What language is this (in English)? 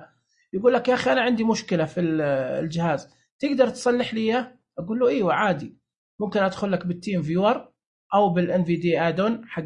Najdi Arabic